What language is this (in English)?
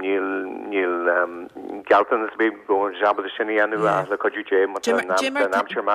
Irish